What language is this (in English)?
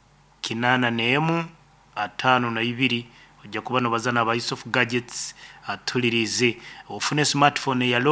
Nyankole